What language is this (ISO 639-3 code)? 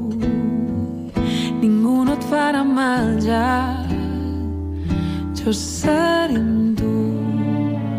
cat